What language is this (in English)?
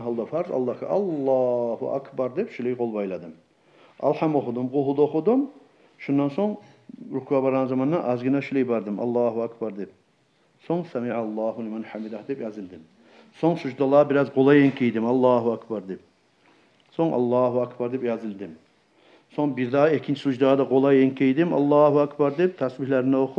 Kumyk